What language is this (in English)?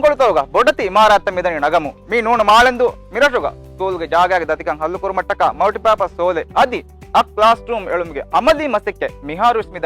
Divehi